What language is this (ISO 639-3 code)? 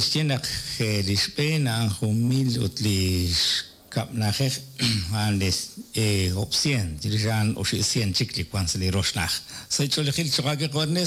kek